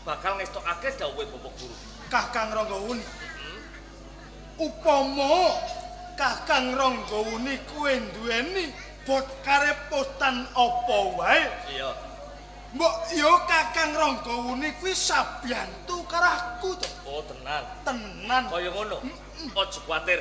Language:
Javanese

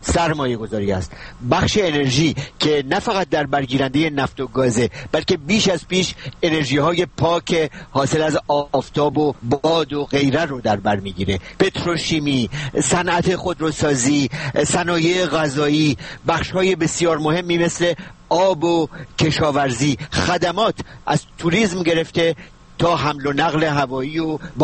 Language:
Persian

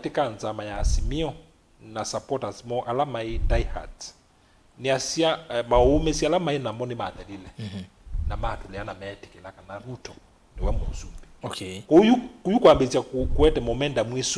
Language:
Kamba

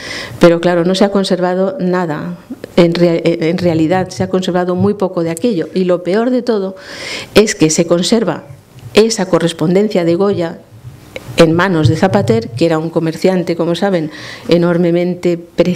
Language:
Spanish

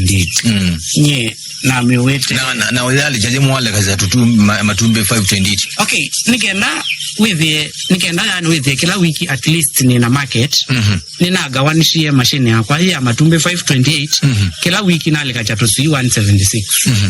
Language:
Kamba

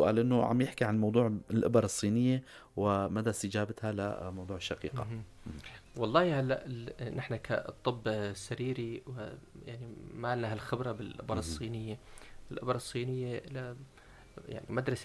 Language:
North Levantine Arabic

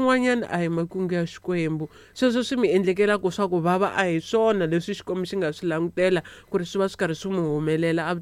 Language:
Tsonga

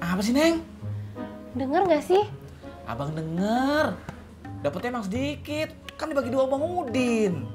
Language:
Betawi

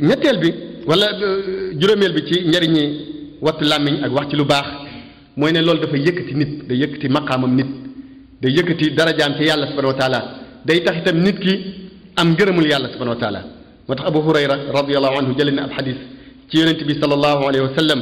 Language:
Wolof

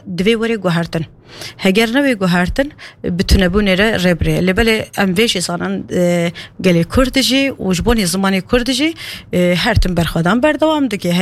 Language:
Kurdish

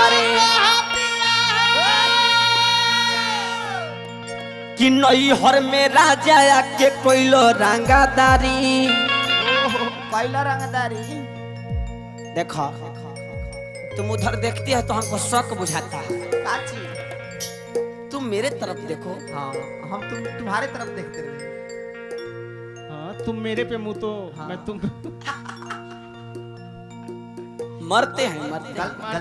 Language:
Bhojpuri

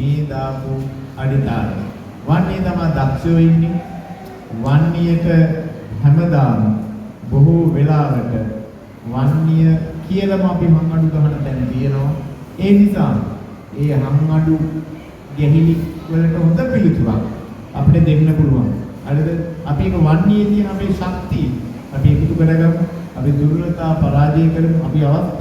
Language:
Sinhala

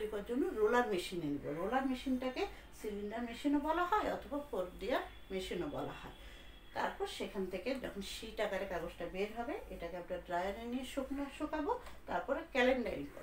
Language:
Bangla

